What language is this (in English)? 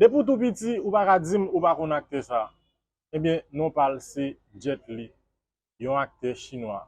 Haitian Creole